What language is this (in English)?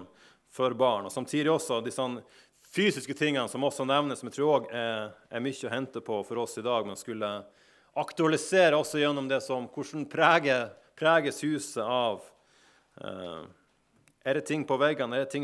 Norwegian